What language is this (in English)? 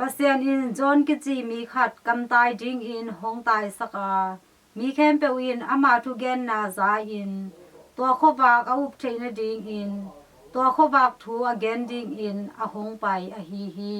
Tedim Chin